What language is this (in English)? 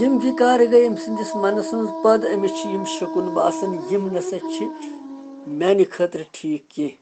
Kashmiri